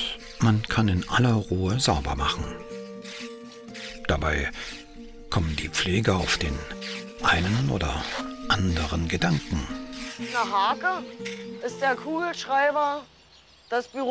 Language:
German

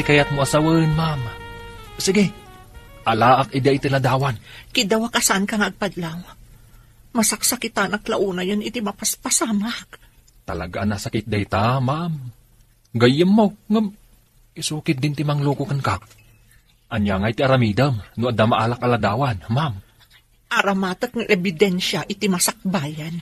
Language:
Iloko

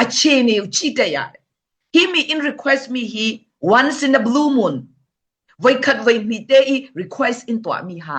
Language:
Falam Chin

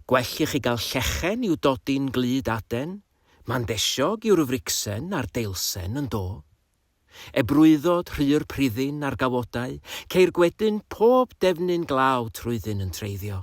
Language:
Welsh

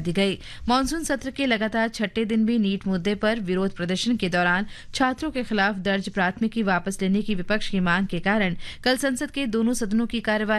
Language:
Hindi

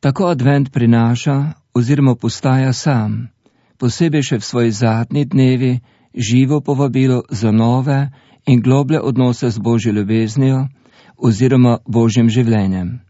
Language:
Slovenian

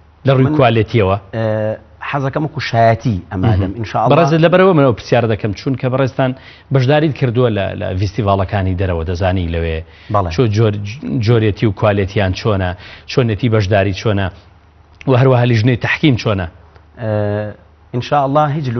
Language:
Central Kurdish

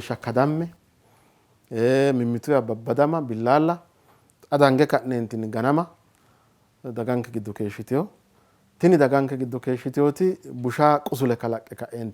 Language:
Sidamo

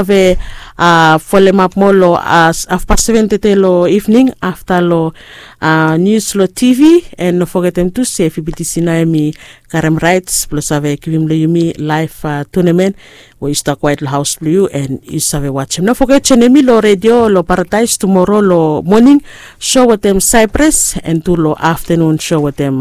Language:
Bislama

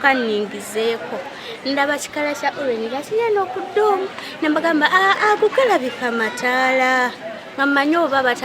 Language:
Ganda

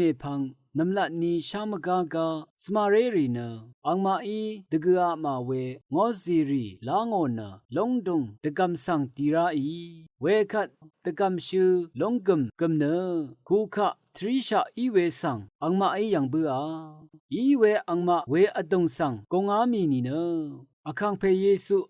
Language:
Rawang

